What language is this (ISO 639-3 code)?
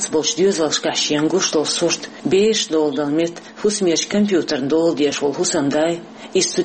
che